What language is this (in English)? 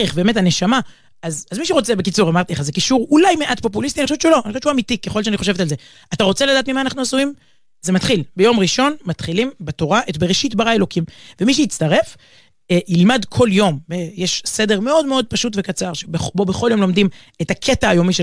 Hebrew